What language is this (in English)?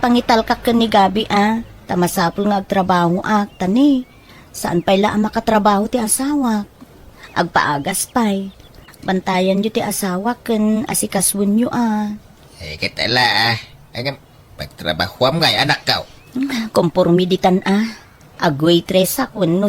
Iloko